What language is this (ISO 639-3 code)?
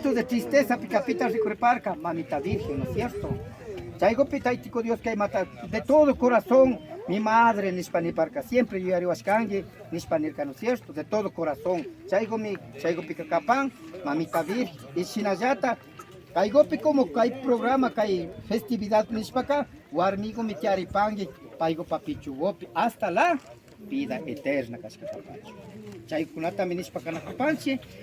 qvi